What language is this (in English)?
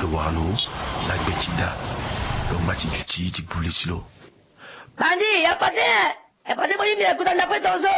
Sango